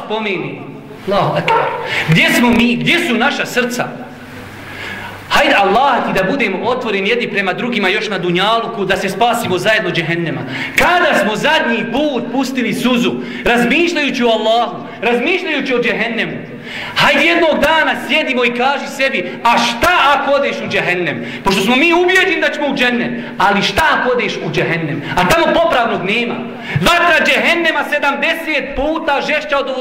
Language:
Bosnian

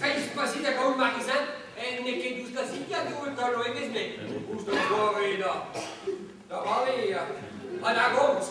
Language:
Breton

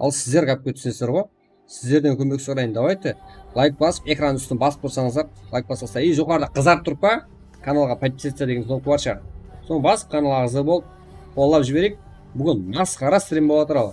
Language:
Kara-Kalpak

